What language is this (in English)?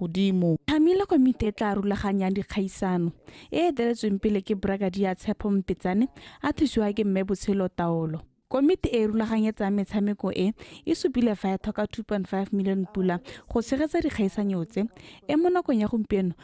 Tswana